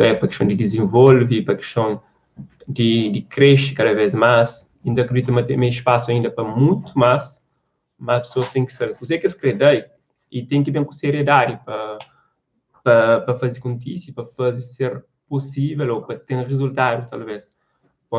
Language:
Kabuverdianu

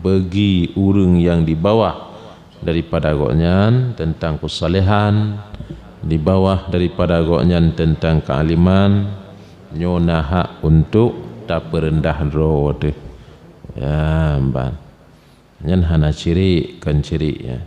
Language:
Achinese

